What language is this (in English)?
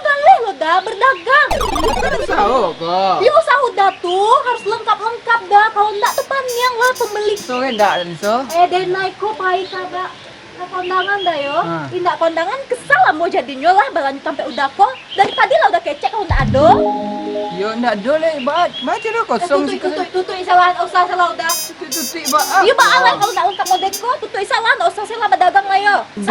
Minangkabau